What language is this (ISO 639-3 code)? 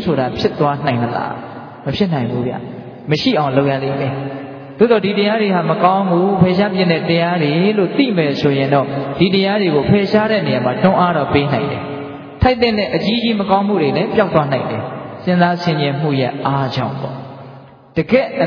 mya